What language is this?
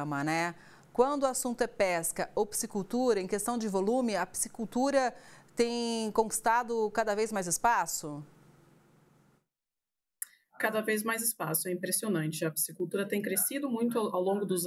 Portuguese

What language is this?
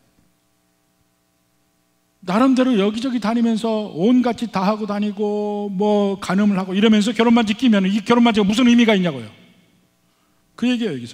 Korean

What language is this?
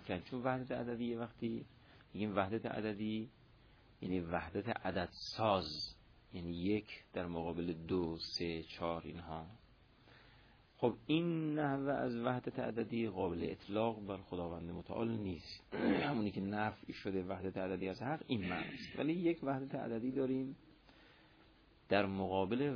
Persian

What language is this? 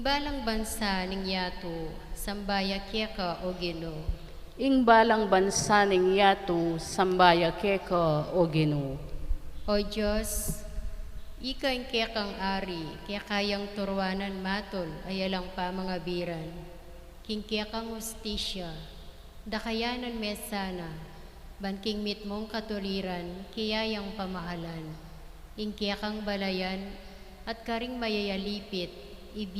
Pampanga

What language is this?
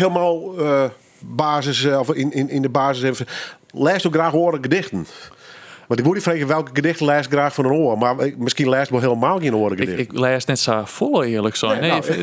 Western Frisian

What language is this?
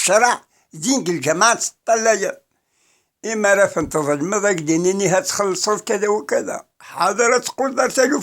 Kabyle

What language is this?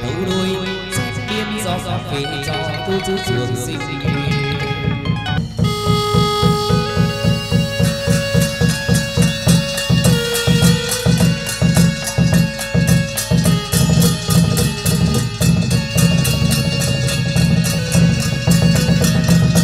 Vietnamese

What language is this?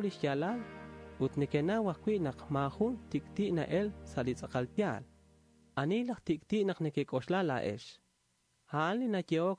Kekchí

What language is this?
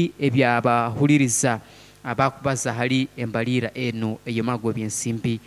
Nyoro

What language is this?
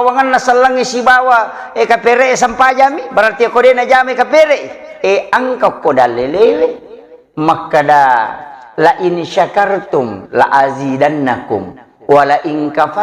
Buginese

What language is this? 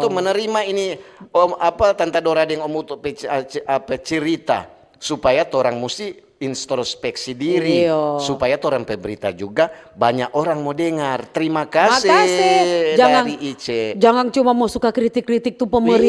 Manado Malay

